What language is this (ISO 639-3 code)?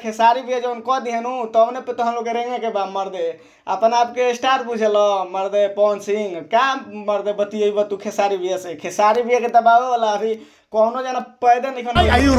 bho